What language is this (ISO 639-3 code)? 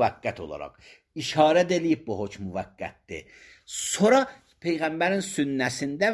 aze